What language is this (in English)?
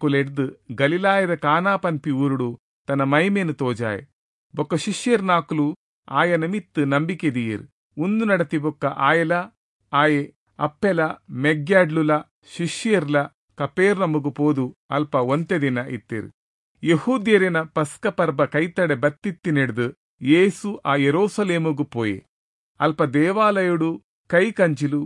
Tulu